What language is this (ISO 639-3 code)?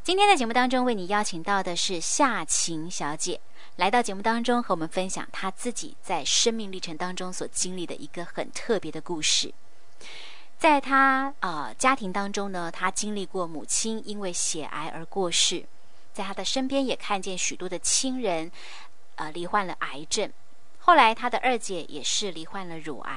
zho